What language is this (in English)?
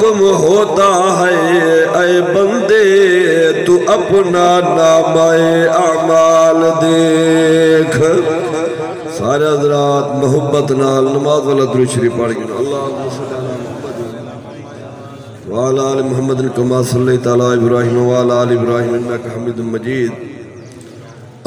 Saraiki